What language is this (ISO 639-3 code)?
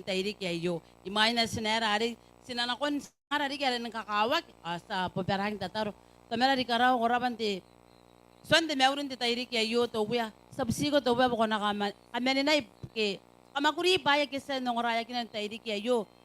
gil